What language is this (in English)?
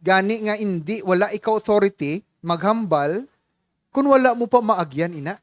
Hiligaynon